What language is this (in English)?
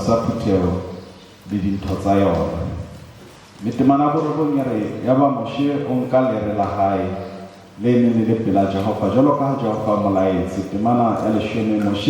Southern Sotho